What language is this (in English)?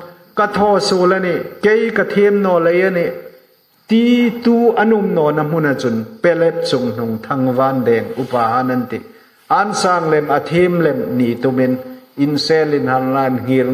Hmar